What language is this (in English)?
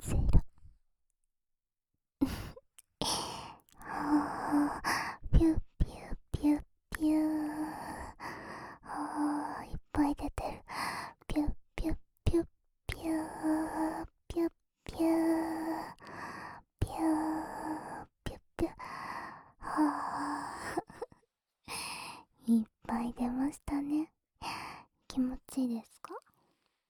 Japanese